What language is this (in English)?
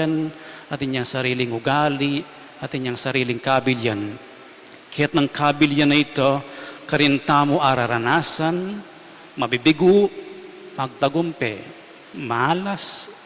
Pampanga